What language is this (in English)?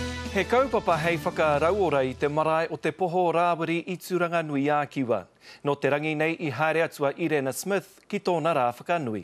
Māori